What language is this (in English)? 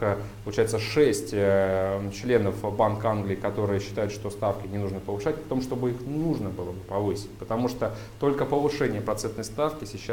Russian